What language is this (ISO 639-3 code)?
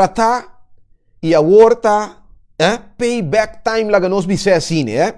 pap